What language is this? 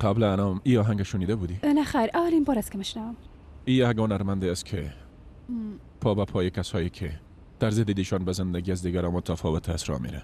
Persian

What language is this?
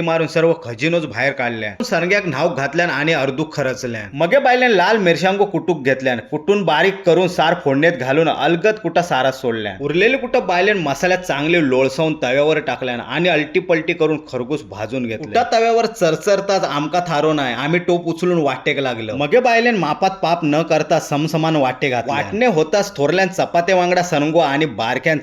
Konkani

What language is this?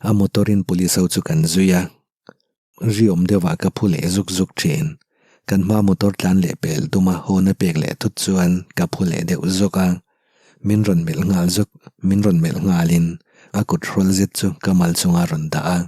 Mizo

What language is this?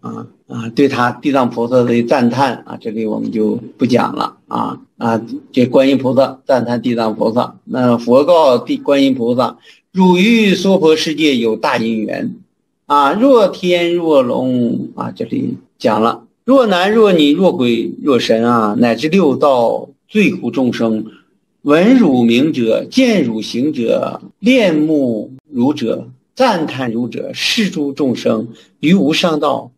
Chinese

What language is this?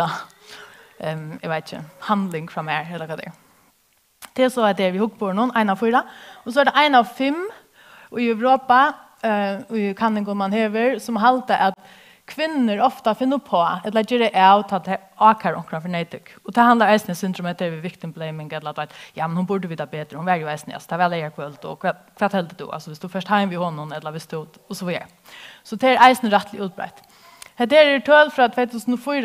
Faroese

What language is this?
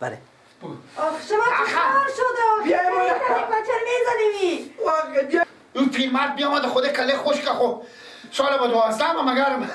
Persian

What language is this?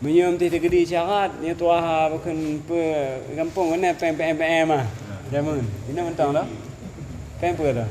Achinese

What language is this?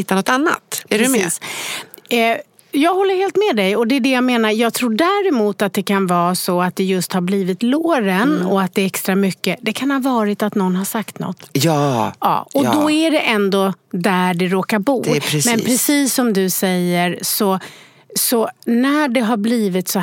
Swedish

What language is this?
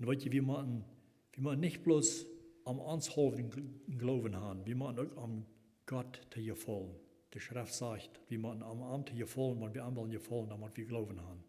Plautdietsch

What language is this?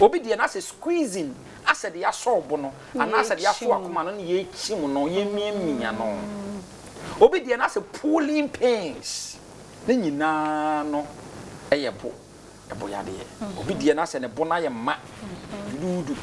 Akan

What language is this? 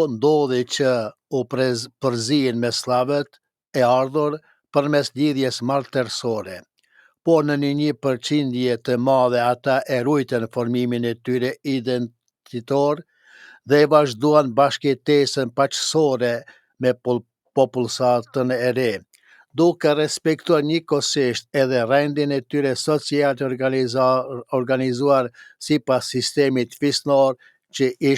Albanian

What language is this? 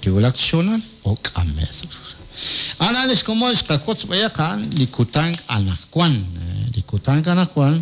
Kekchí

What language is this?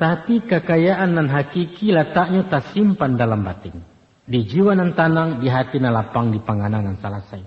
Minangkabau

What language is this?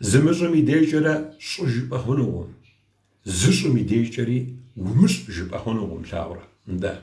Kabardian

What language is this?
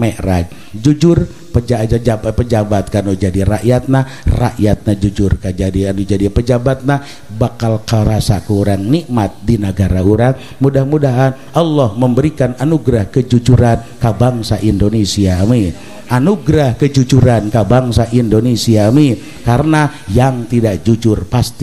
Sundanese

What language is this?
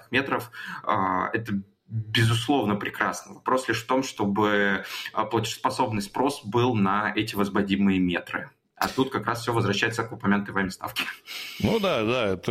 Russian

